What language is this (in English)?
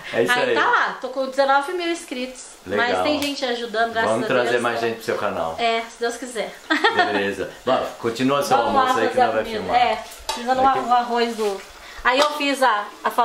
Portuguese